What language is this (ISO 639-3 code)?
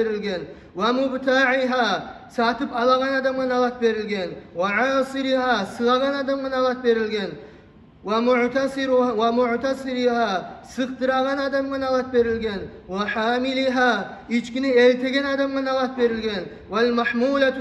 kum